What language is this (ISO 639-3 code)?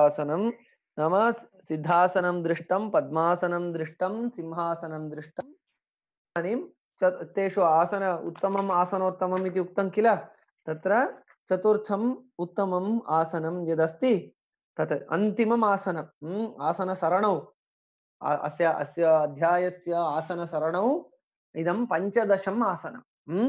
san